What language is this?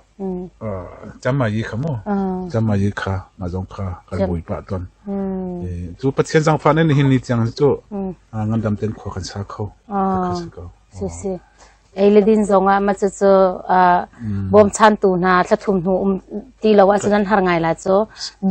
Hakha Chin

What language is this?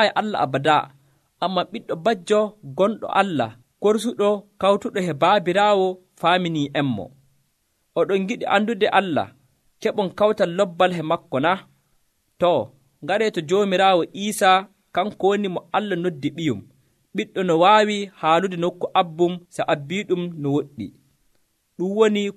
Nigerian Fulfulde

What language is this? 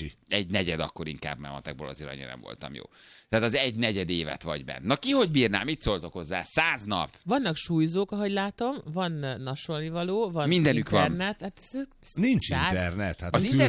Hungarian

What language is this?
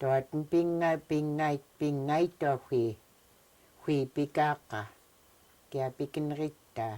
Central Yupik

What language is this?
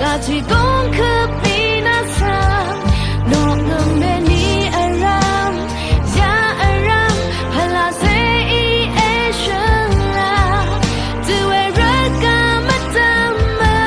Rawang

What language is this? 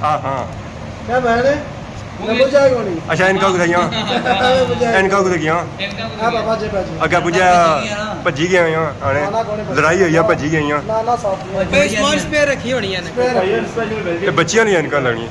Pahari-Potwari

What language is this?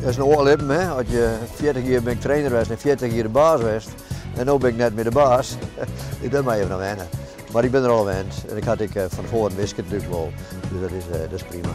Western Frisian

